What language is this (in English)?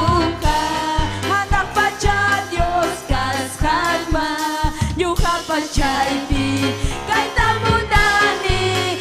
Ayacucho Quechua